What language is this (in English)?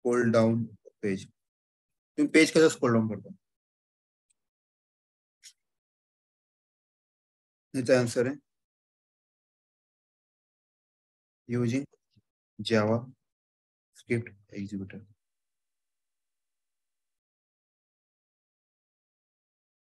Marathi